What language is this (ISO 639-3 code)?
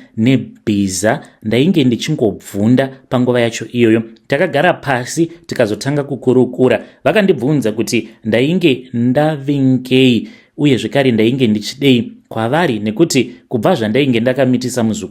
sna